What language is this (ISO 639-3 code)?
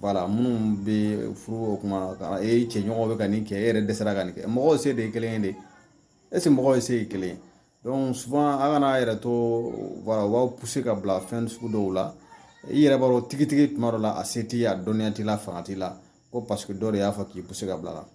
bam